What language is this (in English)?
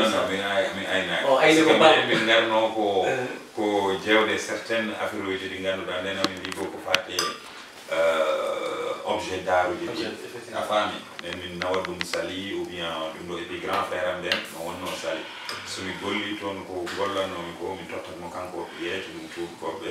Fula